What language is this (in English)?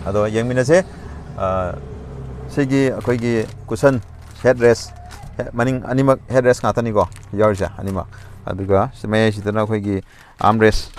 Manipuri